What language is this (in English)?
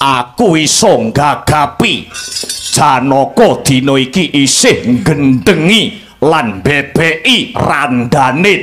Javanese